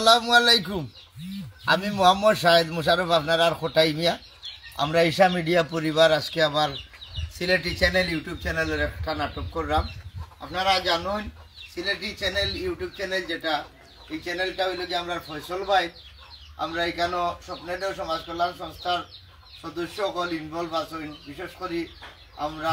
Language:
Sylheti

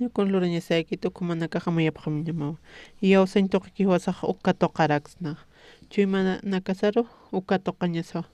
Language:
Aymara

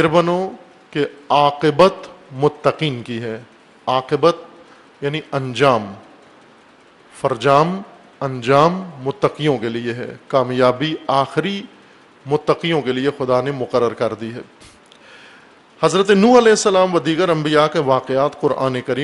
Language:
Urdu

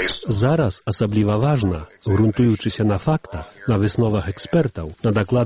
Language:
Belarusian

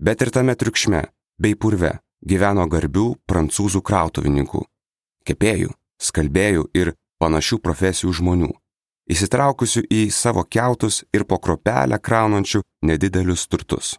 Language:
Lithuanian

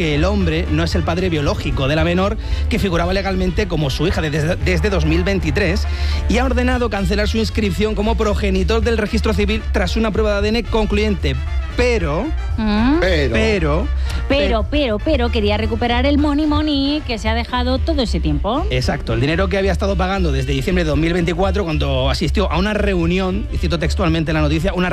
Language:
Spanish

